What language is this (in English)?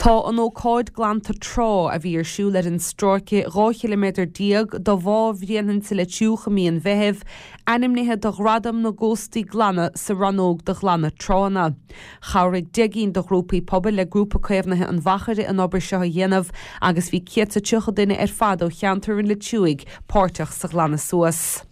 Irish